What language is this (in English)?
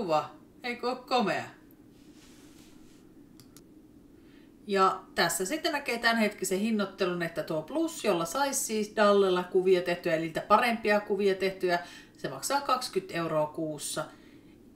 Finnish